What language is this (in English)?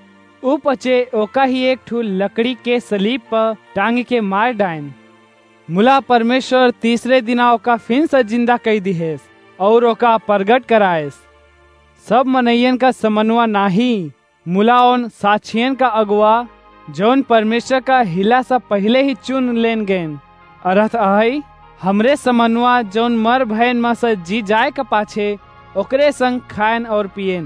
Awadhi